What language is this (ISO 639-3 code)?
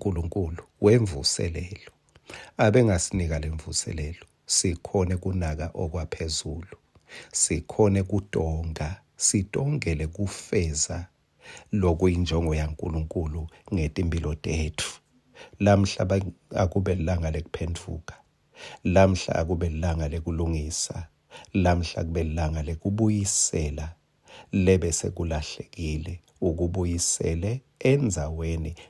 ssw